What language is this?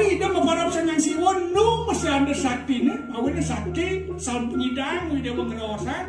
Balinese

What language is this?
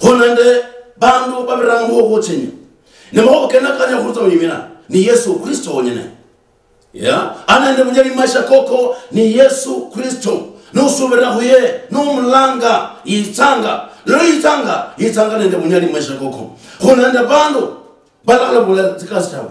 Luyia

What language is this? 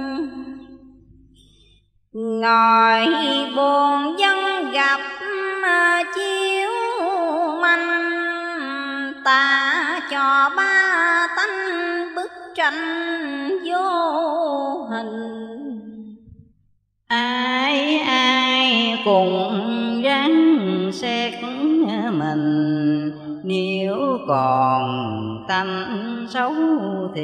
Vietnamese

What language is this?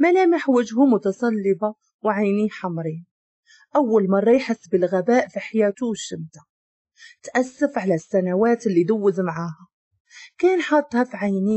Moroccan Arabic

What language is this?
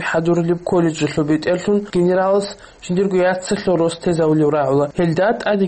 Avaric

